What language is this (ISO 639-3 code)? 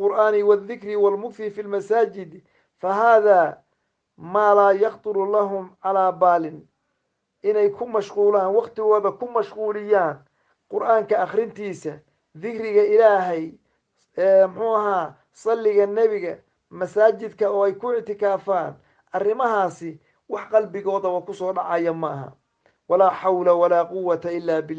som